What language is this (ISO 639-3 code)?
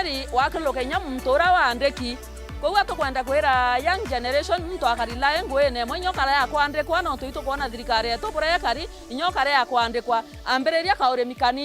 mer